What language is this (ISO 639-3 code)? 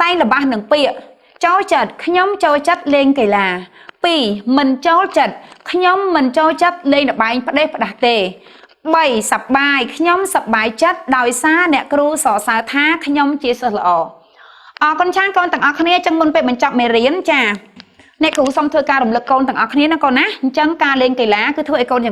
khm